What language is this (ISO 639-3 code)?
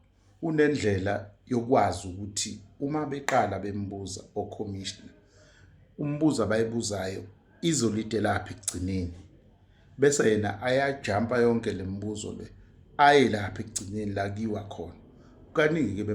zul